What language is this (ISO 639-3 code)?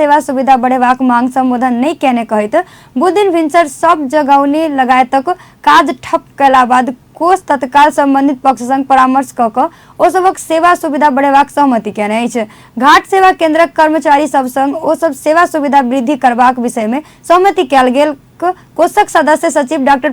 mai